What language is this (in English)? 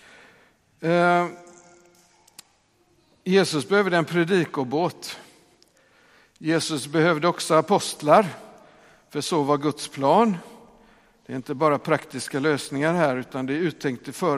Swedish